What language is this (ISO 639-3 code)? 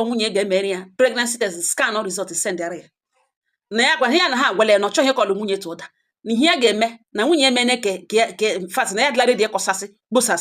ibo